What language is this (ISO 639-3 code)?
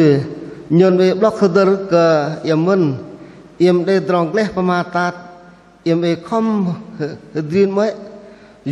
bdq